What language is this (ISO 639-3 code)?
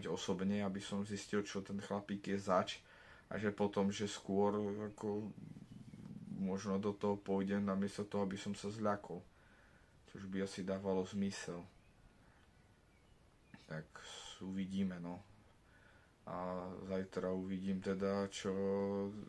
slk